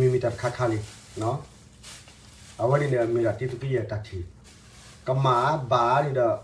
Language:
S'gaw Karen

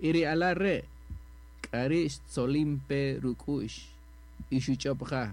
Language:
Kaqchikel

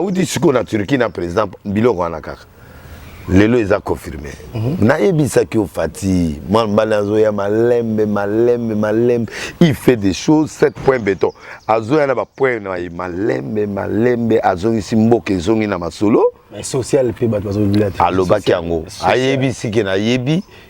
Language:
Lingala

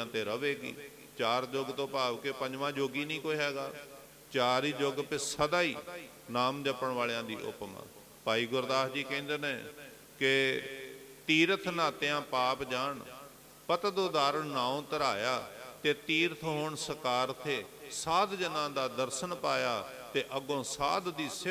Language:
Punjabi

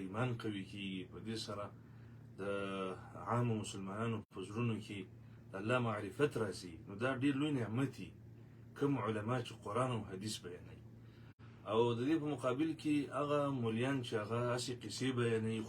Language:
Pashto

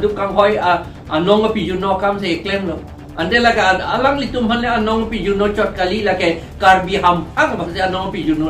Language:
Karbi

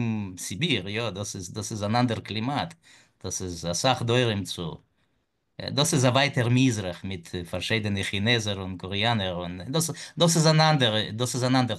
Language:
Yiddish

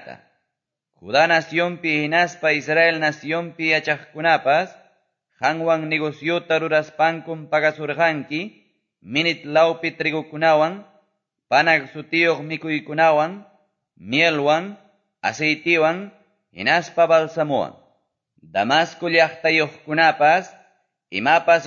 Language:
Quechua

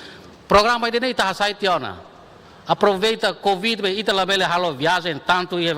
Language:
Tetum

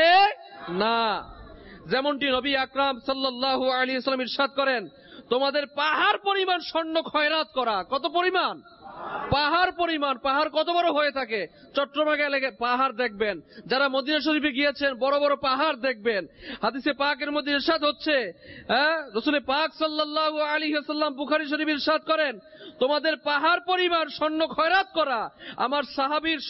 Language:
Bangla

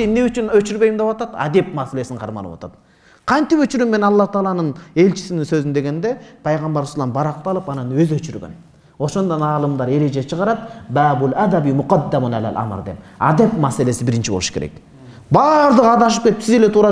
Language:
Kyrgyz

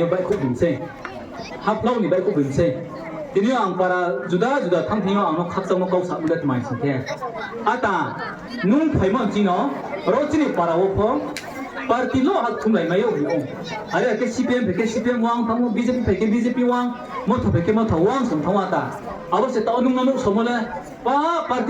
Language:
Riang (India)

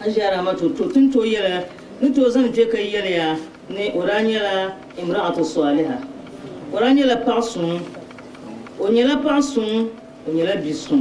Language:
Dagbani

